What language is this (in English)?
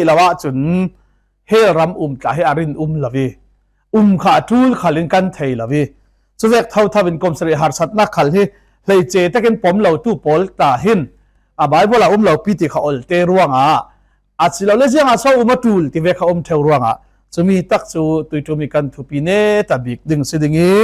Falam Chin